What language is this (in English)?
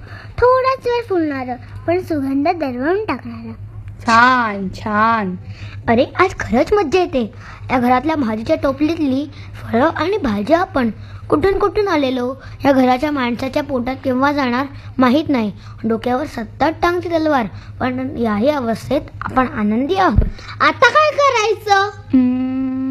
Marathi